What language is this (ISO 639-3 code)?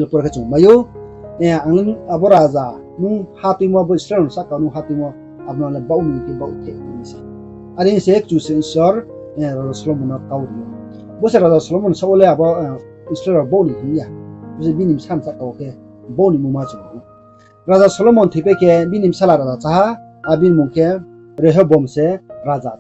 ria